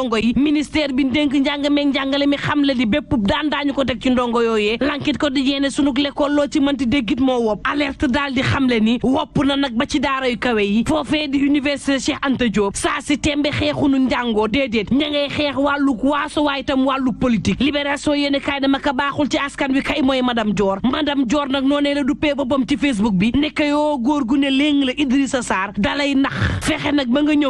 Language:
Wolof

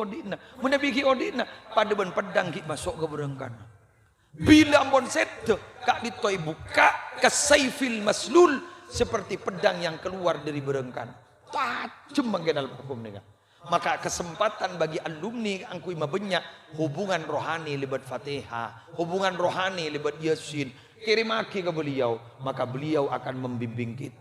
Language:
Madurese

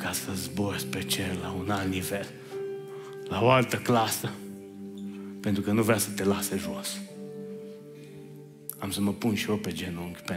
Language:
Romanian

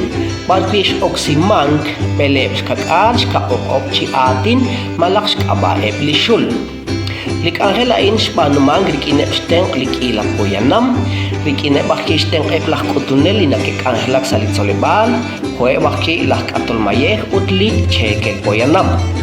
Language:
Kekchí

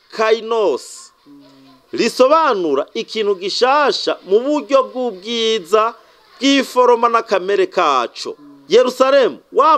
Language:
Rundi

